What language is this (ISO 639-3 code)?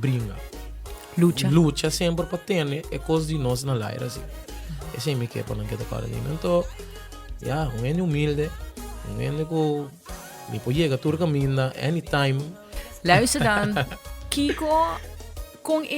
pap